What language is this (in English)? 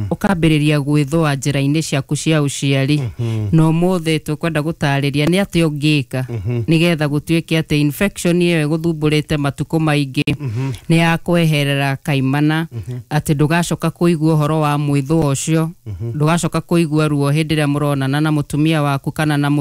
Kikuyu